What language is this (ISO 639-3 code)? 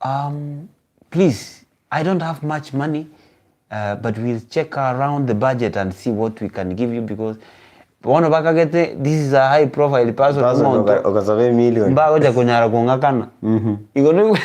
guz